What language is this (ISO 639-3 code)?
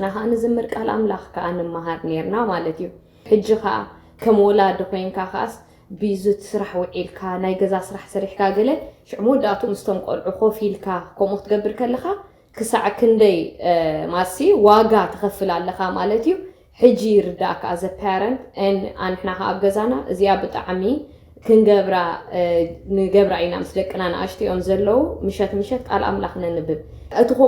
tir